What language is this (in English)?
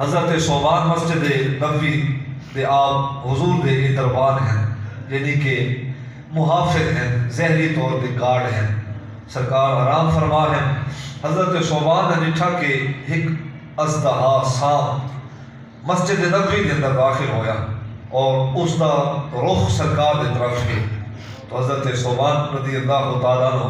Saraiki